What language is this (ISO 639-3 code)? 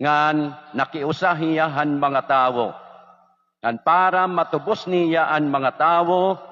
war